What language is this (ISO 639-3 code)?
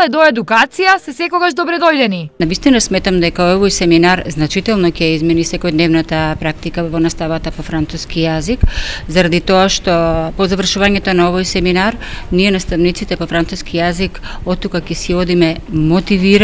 mkd